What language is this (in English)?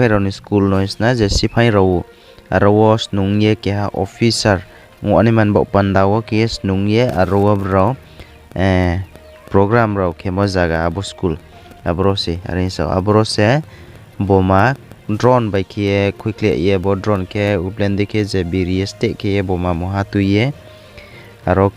Riang (India)